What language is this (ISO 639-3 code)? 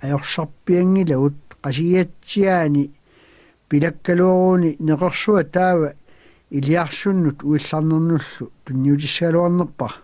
kal